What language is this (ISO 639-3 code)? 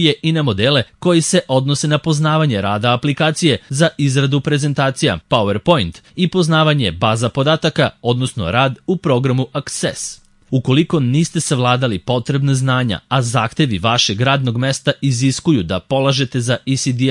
srp